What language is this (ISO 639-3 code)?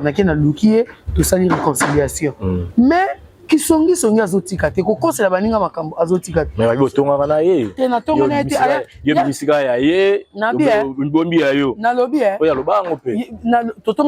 lin